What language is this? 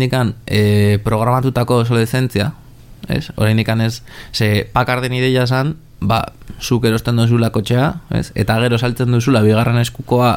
Basque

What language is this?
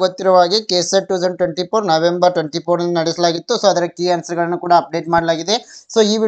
Kannada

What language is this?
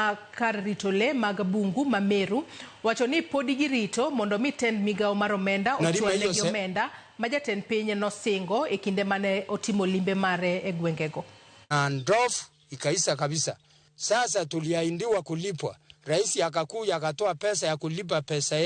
Luo (Kenya and Tanzania)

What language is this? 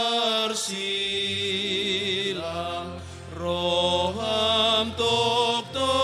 Batak Toba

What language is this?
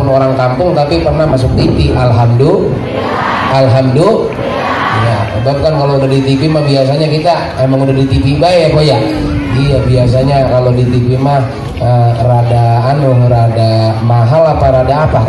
Betawi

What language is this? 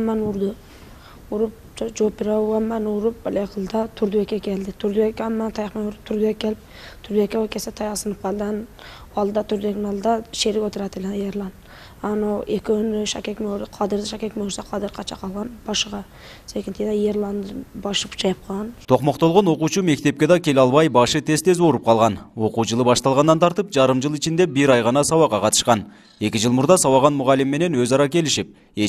Kyrgyz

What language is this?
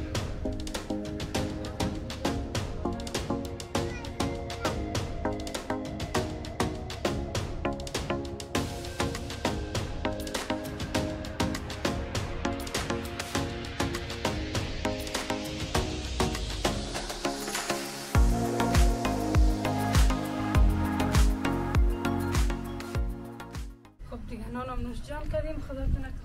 Persian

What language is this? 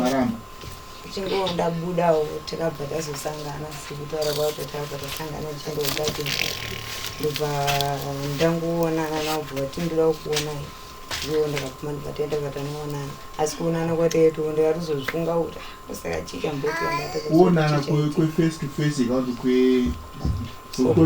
Shona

